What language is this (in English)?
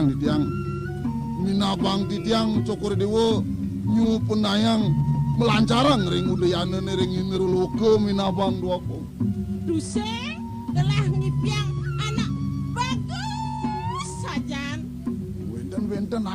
Balinese